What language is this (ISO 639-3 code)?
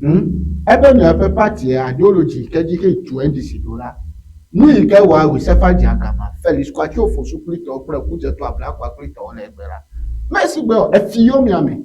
ewe